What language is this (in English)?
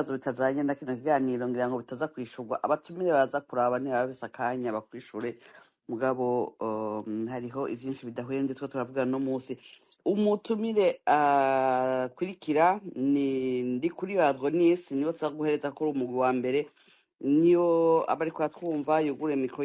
Rundi